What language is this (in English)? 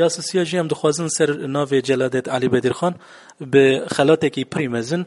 Kurdish